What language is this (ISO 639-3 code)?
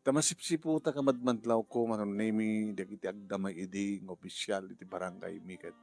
ilo